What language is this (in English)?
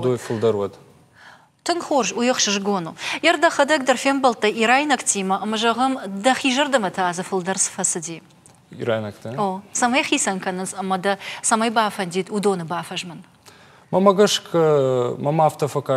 Ossetic